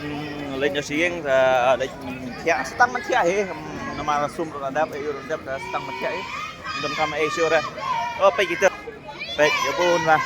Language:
Khasi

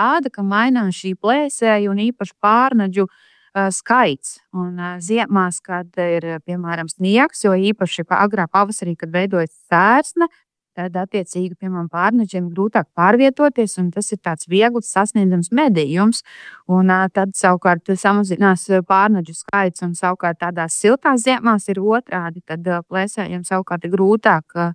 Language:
Latvian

